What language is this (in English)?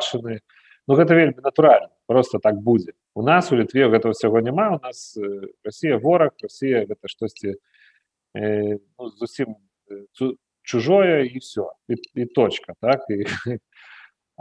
Belarusian